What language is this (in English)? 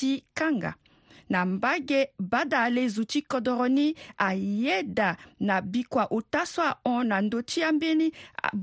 Sango